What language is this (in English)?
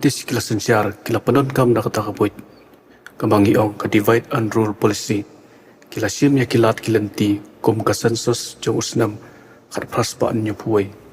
Khasi